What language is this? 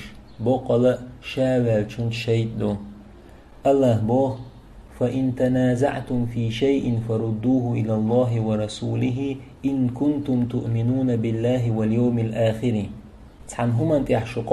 Chechen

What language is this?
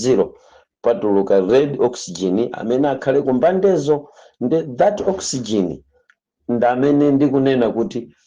Nyanja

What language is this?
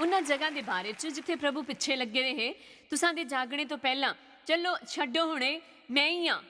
Dogri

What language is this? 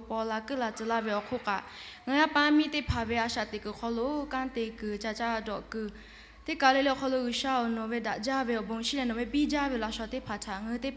Lahu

